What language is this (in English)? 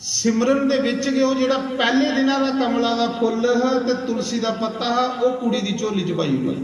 Dogri